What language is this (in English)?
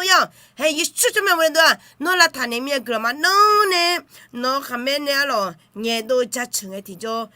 Akha